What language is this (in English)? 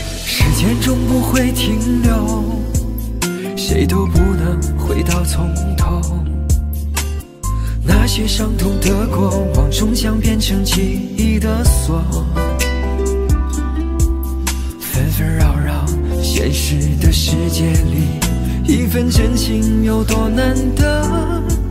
Chinese